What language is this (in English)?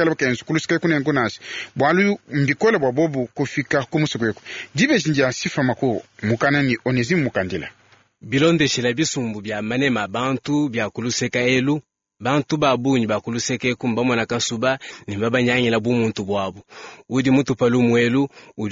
Luba-Lulua